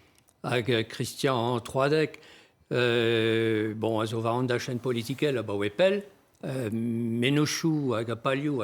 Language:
Breton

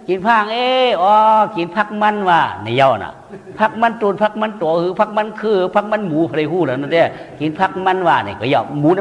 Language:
Shan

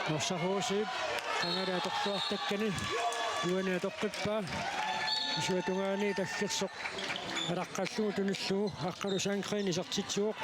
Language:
Kalaallisut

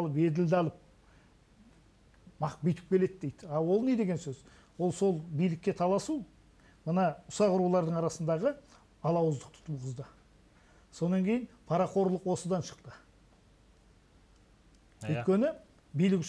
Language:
Kazakh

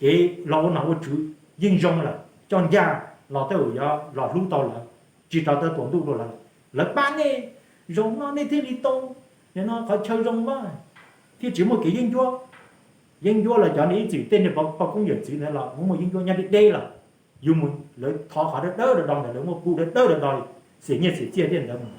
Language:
Hmong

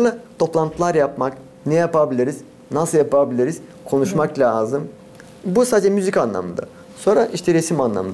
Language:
Gagauz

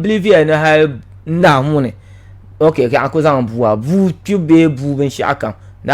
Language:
Dagbani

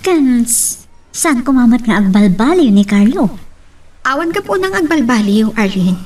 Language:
Iloko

